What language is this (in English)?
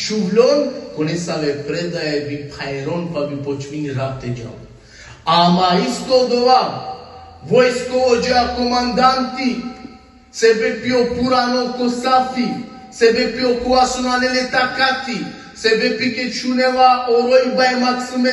Balkan Romani